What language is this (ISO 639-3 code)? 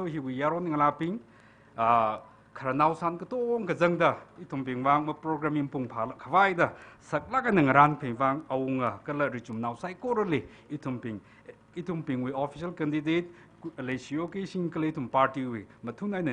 nmf